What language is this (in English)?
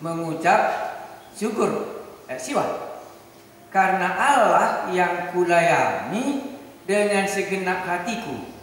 Batak Karo